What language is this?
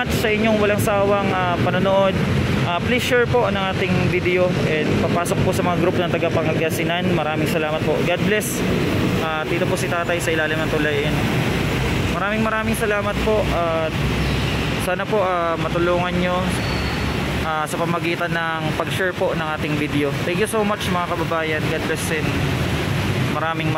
Filipino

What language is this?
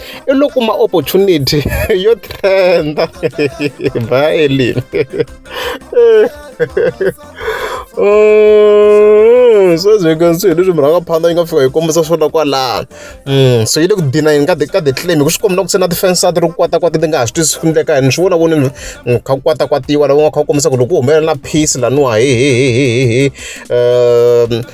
Tsonga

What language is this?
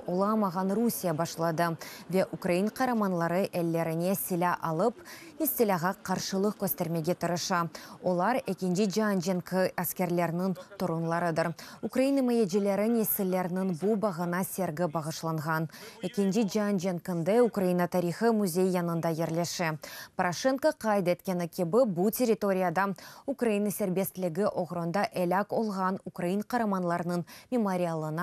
Crimean Tatar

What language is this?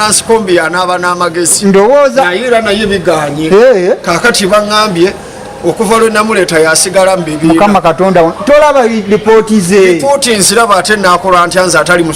Ganda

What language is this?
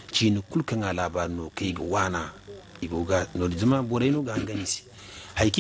Zarma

